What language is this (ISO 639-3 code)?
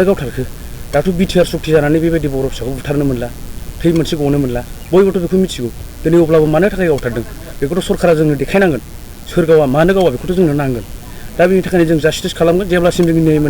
brx